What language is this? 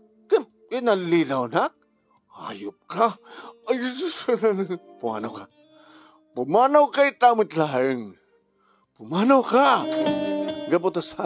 Iloko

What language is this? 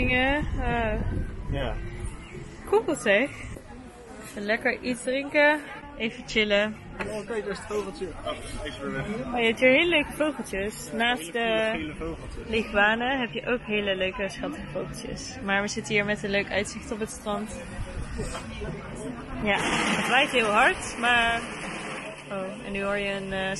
Dutch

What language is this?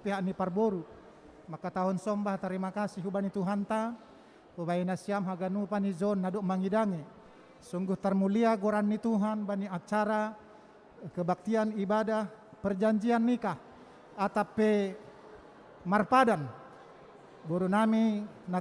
Batak Simalungun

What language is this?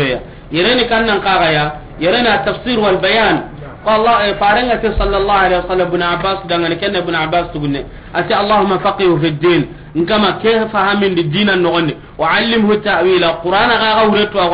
Soninke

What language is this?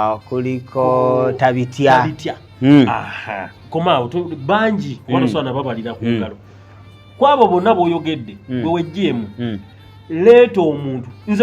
Ganda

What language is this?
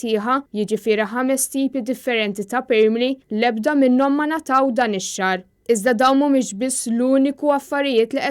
Maltese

